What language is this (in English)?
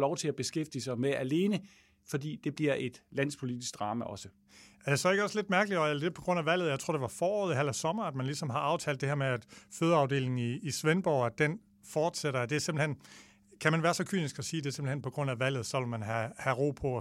Danish